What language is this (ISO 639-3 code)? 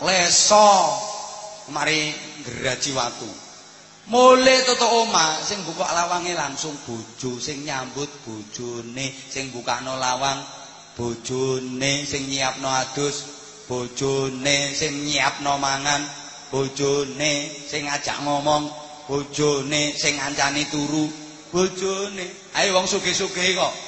jav